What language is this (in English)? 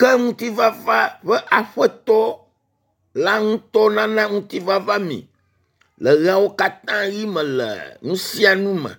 Ewe